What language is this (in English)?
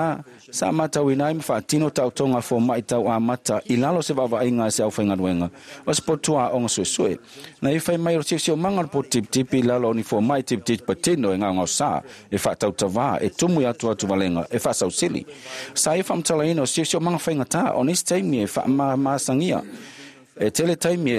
Samoan